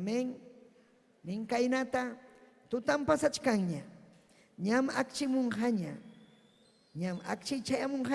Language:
Ayacucho Quechua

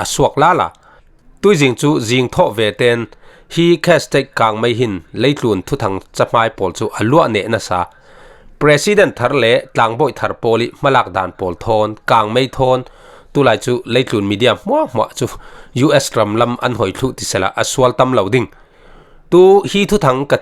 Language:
Falam Chin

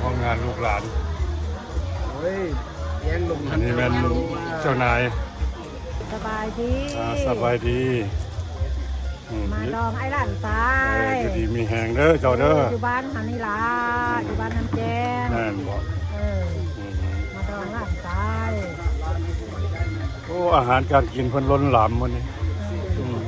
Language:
Lao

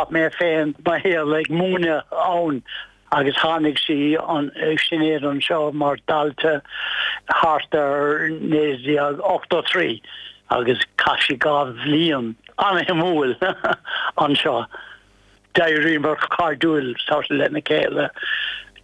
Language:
Irish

